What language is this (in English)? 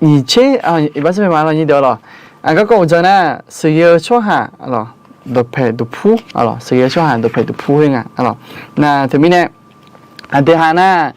Akha